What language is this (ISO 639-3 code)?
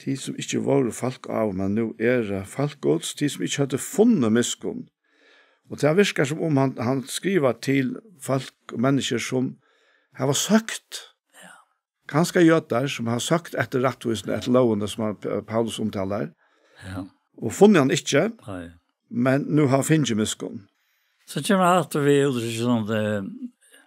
fao